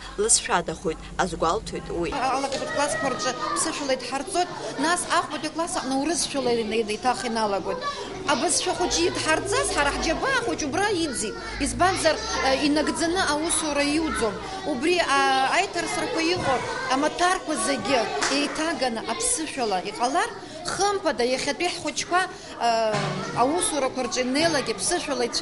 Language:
Abkhazian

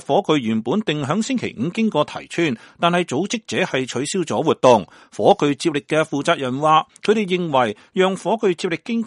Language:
Cantonese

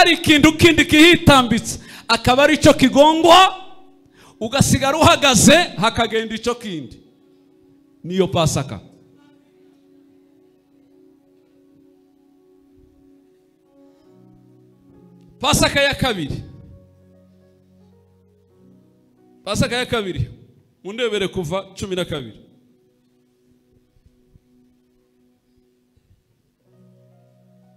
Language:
Kinyarwanda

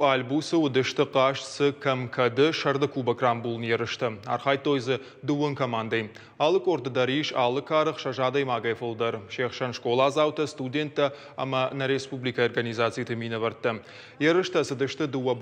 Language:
Ossetic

